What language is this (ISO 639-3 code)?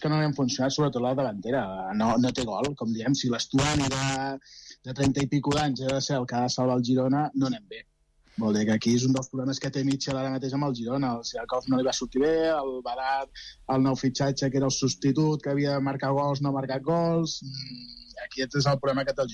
cat